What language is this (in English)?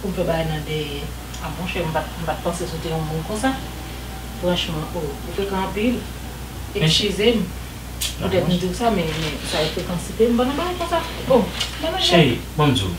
Haitian Creole